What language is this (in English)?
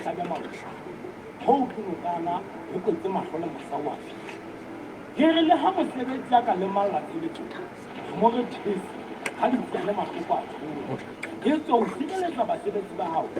Southern Sotho